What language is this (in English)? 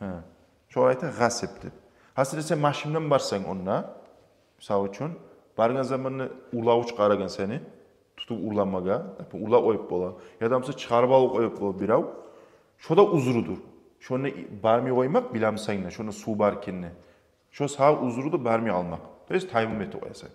Kumyk